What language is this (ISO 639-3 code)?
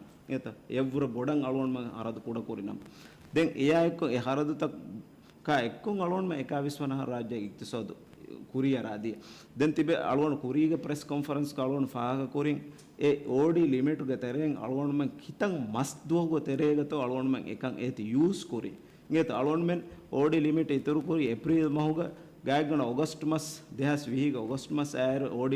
div